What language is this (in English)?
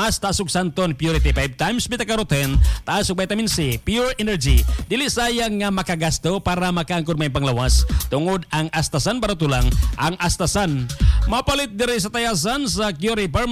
Cebuano